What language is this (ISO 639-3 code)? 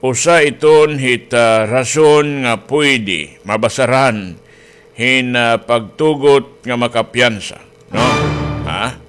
war